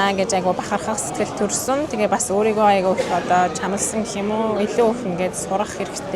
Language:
Mongolian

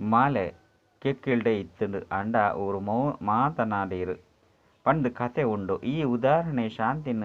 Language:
Tulu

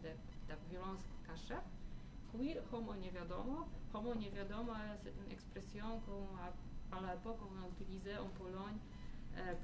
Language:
French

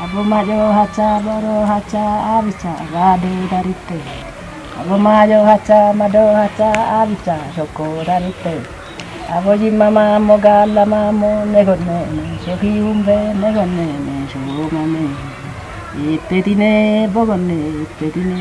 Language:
Kafa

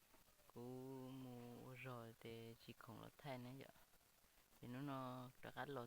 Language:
Hmong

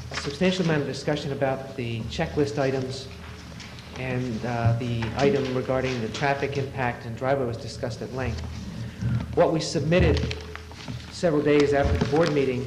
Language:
English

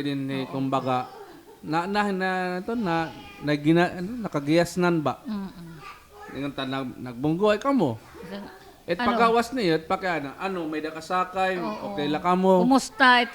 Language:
Waray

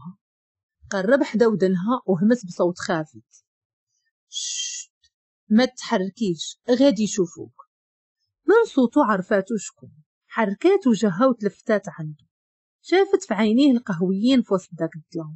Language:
Moroccan Arabic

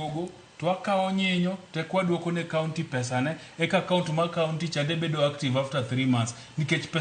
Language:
Luo (Kenya and Tanzania)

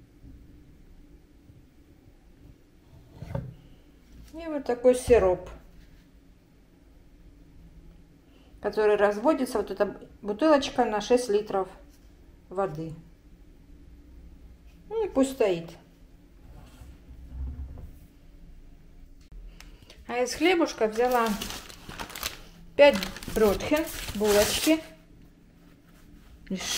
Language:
Russian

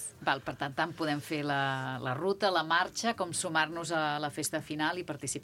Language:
Catalan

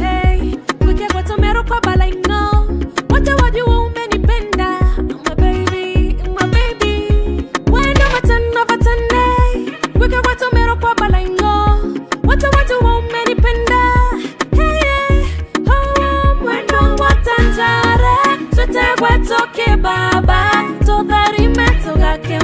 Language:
Meru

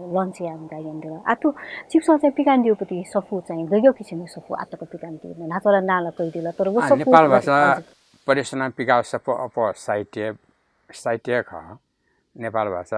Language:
Newari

